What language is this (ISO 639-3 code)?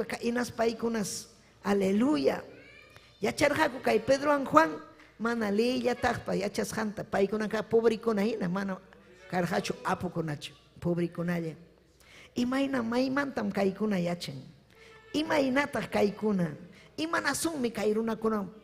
quy